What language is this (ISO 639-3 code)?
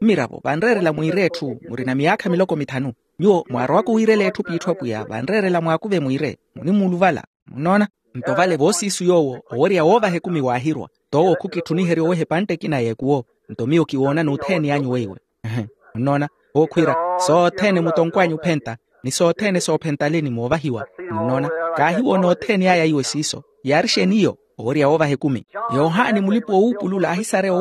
vmw